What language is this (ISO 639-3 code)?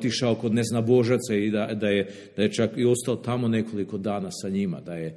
srp